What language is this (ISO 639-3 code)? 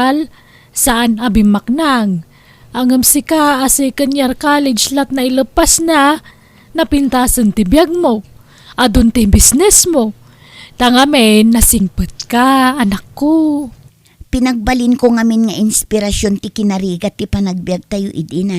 ilo